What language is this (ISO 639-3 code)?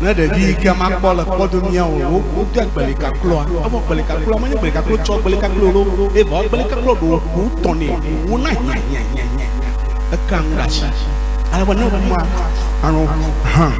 ewe